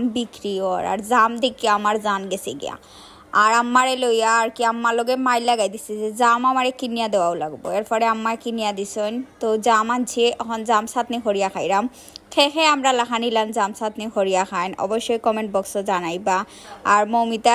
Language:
Sylheti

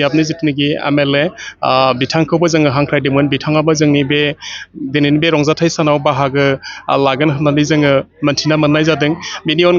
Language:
Bodo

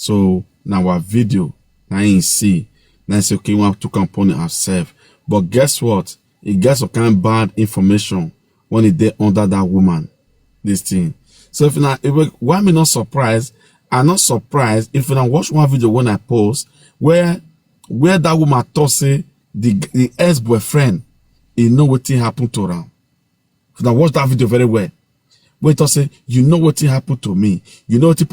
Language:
Nigerian Pidgin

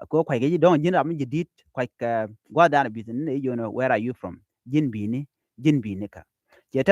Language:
Nuer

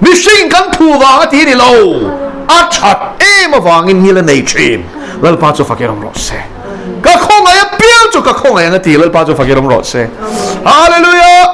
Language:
Mizo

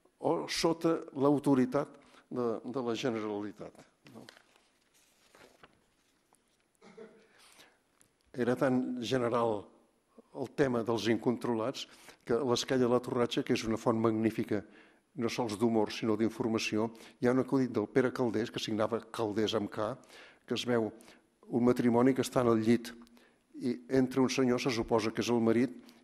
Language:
Catalan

